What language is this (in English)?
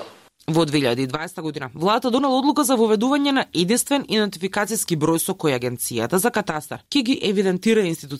Macedonian